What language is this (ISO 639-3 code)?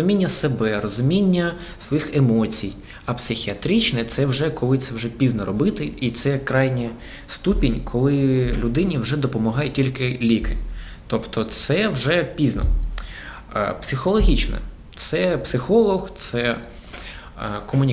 ukr